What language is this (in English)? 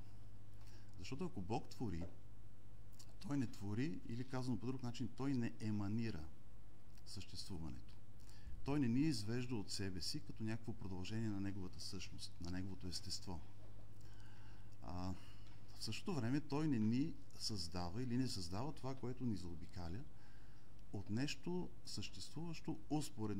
Bulgarian